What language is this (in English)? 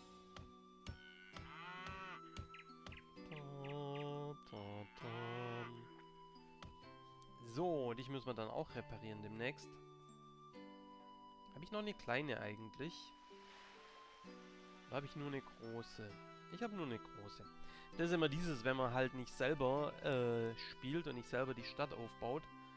German